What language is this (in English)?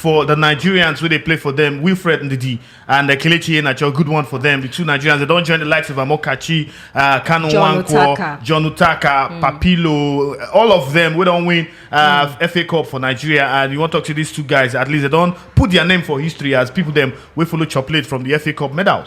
Nigerian Pidgin